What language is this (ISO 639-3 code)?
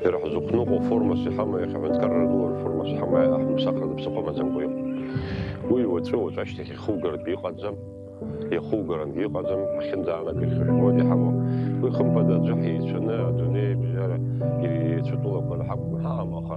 abk